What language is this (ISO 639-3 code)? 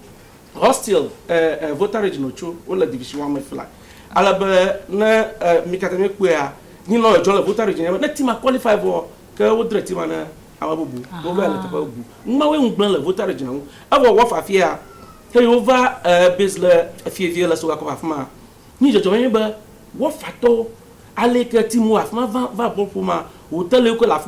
ewe